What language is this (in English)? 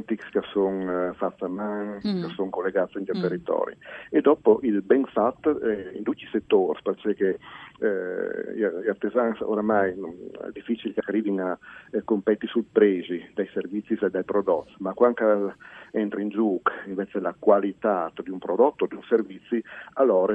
Friulian